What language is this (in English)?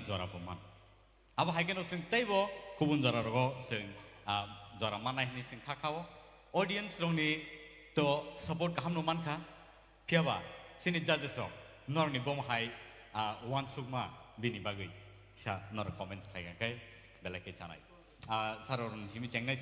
Kok Borok